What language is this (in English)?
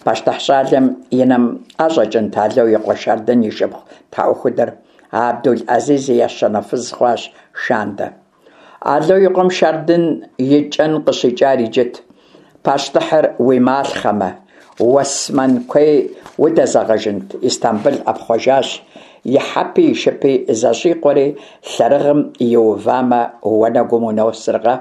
Kabardian